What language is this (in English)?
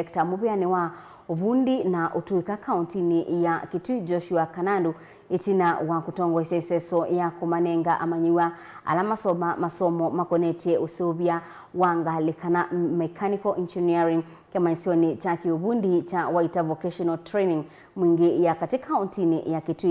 Kamba